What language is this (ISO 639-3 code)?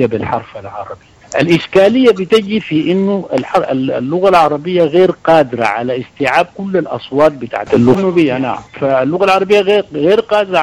apd